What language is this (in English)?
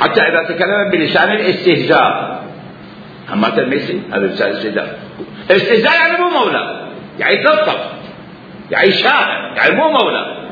Mesopotamian Arabic